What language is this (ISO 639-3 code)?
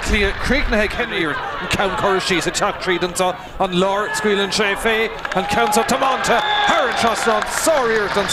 gle